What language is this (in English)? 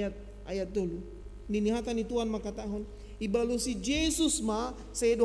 Batak Simalungun